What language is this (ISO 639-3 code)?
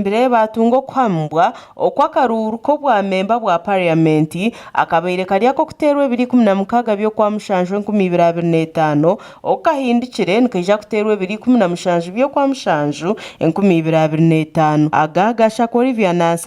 nyn